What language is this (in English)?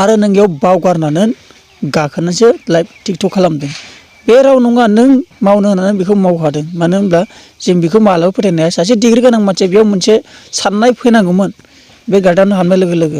Bodo